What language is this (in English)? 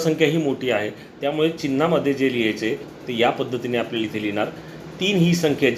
Marathi